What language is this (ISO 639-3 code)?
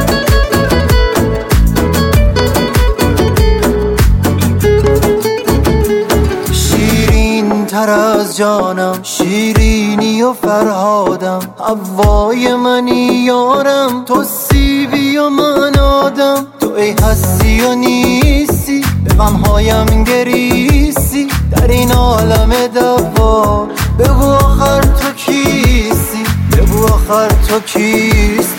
fas